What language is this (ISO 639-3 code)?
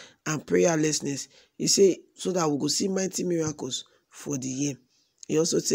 pcm